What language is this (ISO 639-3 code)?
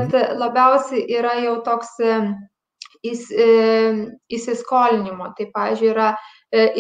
lit